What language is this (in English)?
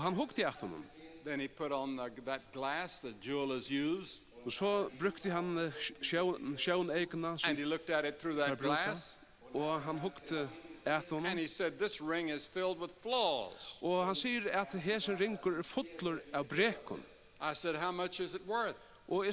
Faroese